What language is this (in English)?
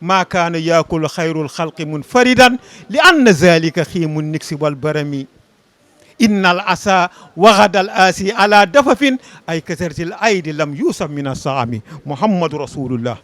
Fula